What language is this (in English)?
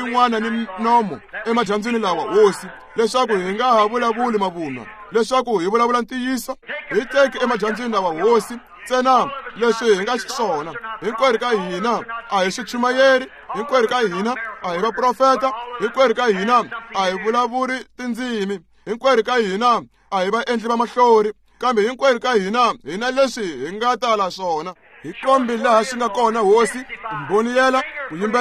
Tsonga